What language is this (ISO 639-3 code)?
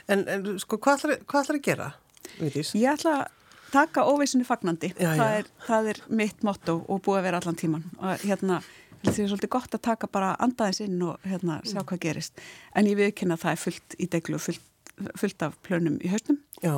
isl